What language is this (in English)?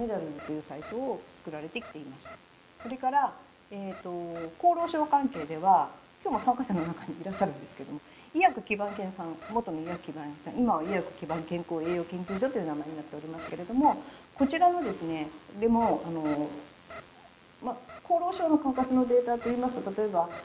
Japanese